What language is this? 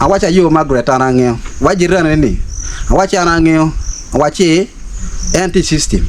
Acoli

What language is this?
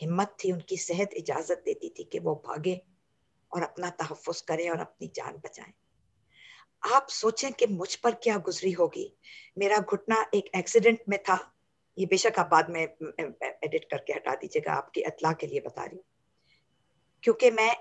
Urdu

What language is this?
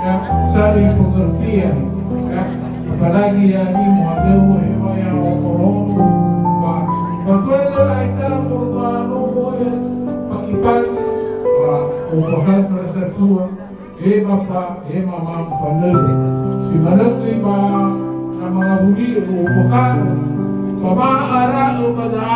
Nias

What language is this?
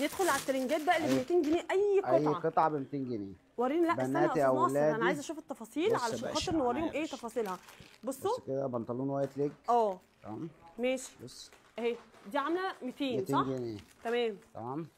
Egyptian Arabic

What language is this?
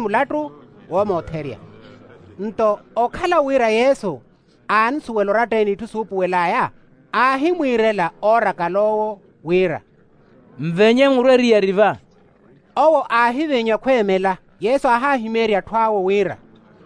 Makhuwa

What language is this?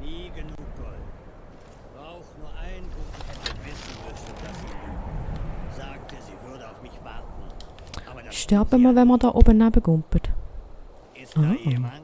Swiss German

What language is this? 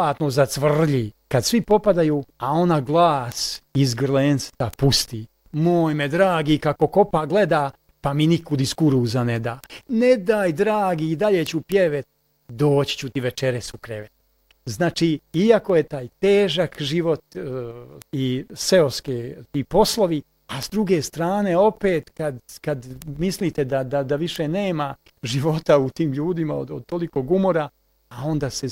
Bosnian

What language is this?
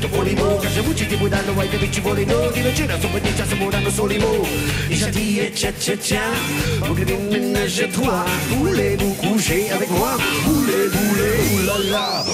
Croatian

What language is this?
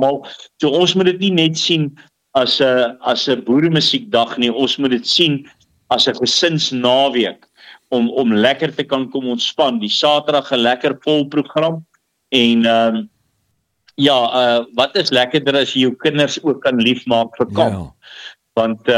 Afrikaans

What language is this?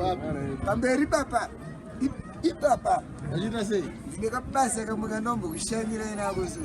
Shona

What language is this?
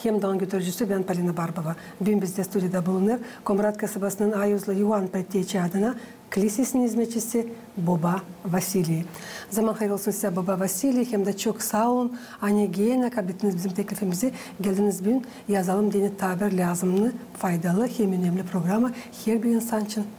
Gagauz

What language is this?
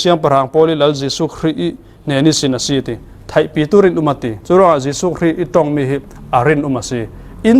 Falam Chin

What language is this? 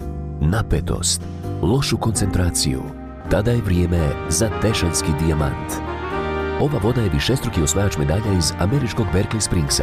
Bosnian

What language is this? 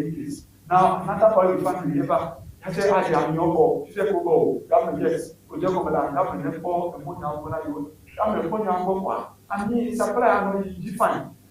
Ewe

